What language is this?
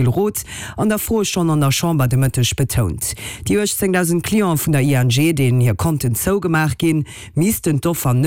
Luxembourgish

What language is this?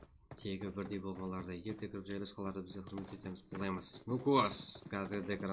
Kara-Kalpak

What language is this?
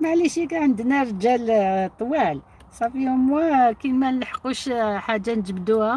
Algerian Arabic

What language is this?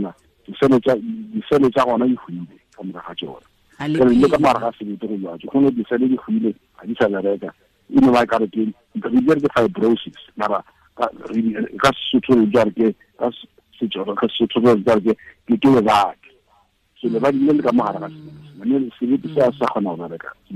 Tswana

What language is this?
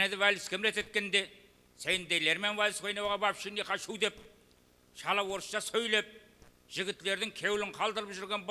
Kara-Kalpak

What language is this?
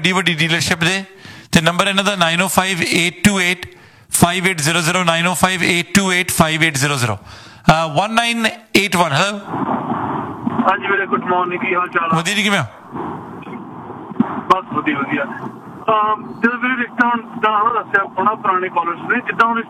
Punjabi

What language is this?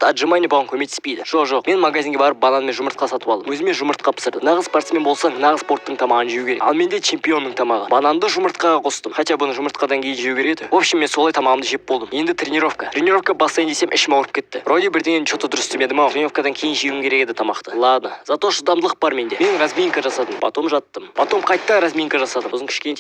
Kazakh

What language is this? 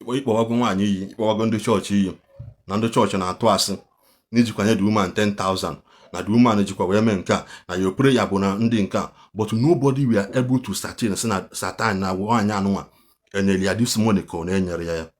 Igbo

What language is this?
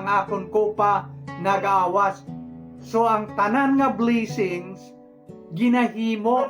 Hiligaynon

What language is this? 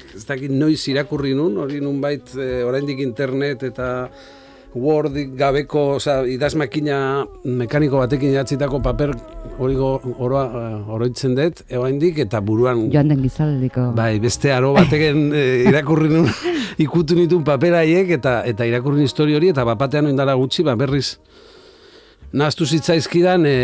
Basque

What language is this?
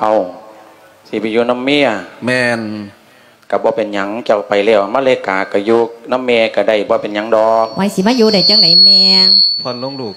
Lao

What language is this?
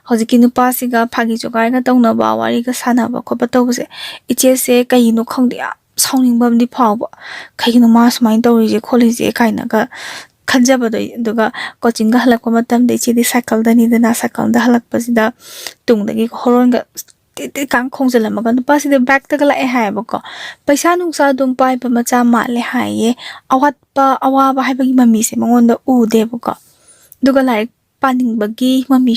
Manipuri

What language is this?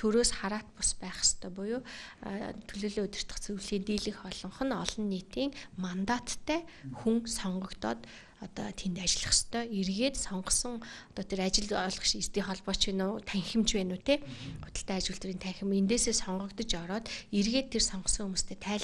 Mongolian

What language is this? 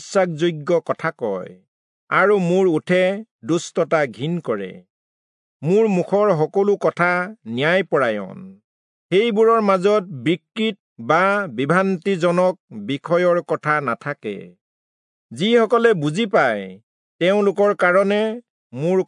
Assamese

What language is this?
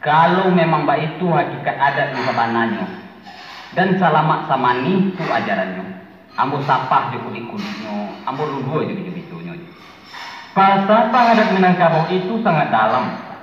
Minangkabau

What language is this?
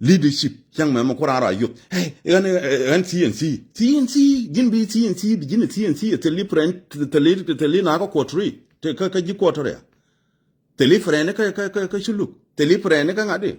Nuer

